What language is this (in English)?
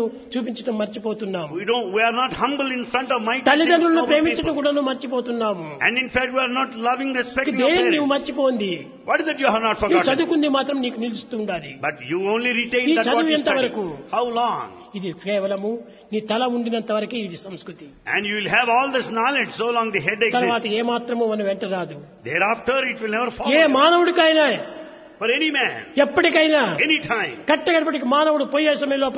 Telugu